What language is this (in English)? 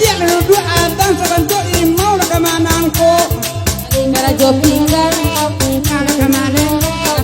Minangkabau